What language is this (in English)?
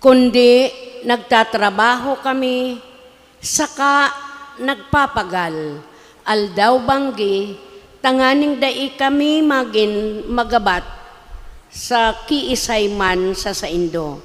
Bikol